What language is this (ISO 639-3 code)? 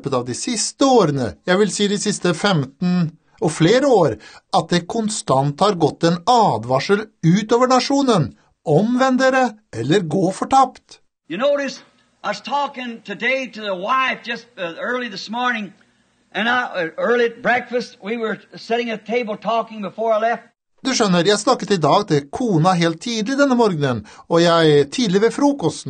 nor